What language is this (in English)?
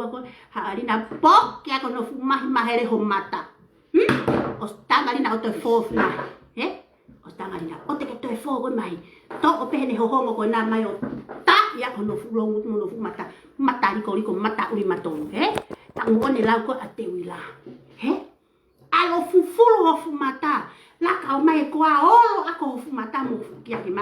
Tongan